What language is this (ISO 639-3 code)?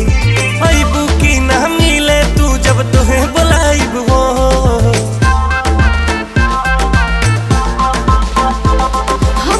bho